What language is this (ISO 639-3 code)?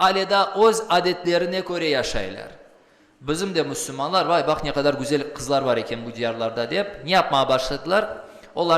crh